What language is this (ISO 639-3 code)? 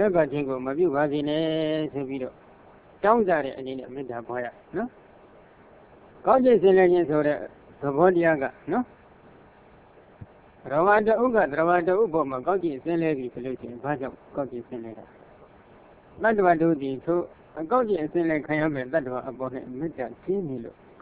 mya